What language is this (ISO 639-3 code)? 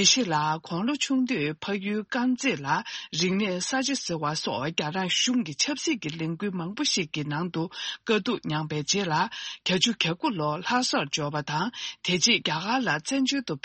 bod